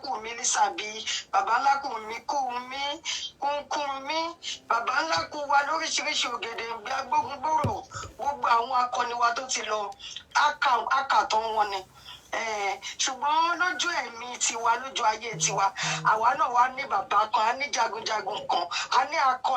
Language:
Yoruba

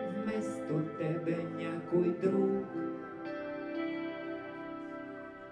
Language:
Bulgarian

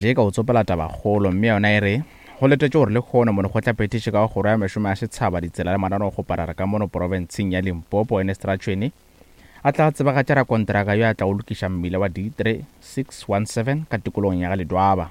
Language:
Northern Sotho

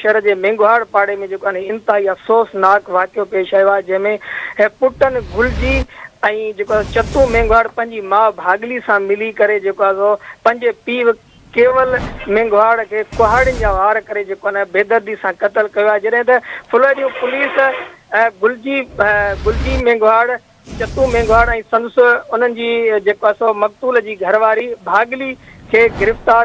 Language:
Sindhi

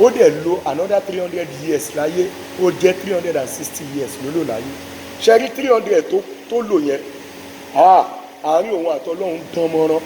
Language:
Yoruba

